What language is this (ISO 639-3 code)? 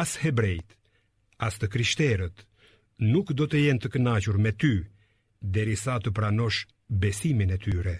sqi